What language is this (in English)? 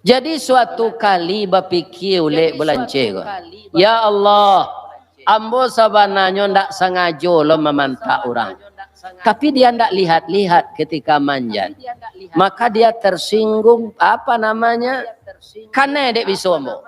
Minangkabau